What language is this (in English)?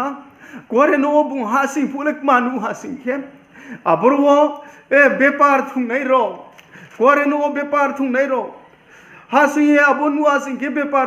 Riang (India)